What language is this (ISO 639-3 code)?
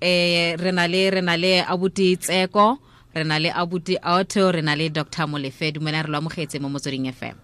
tsn